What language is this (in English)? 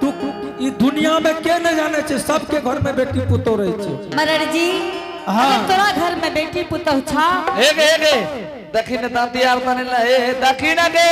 Angika